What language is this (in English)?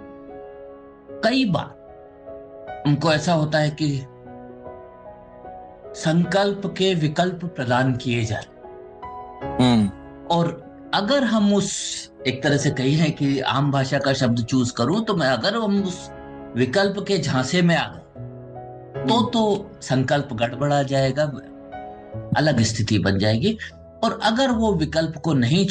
Hindi